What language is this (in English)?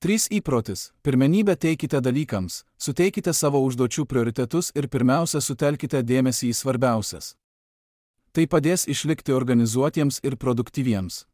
Lithuanian